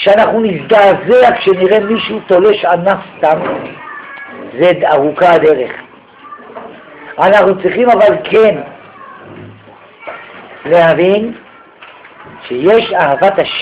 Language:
Hebrew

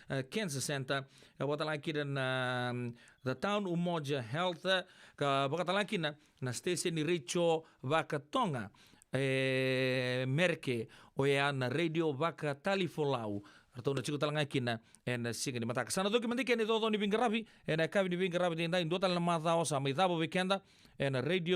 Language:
Fijian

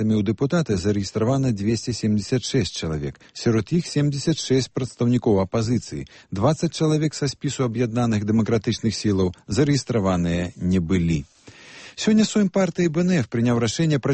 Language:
Belarusian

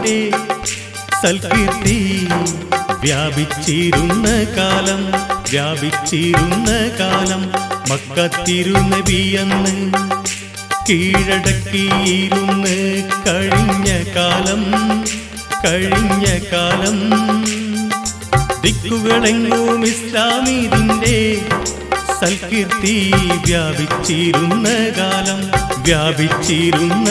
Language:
Malayalam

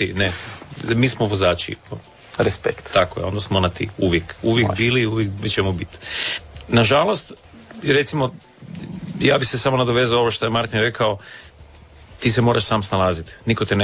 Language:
Croatian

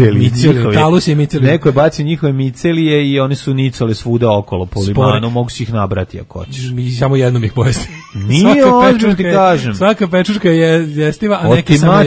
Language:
Serbian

